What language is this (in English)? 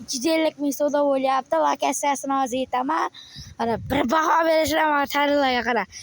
Uzbek